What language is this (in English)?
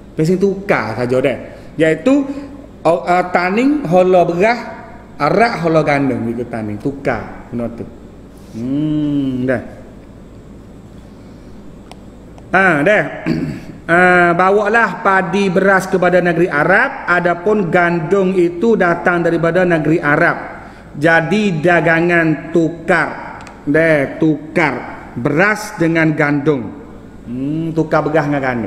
Malay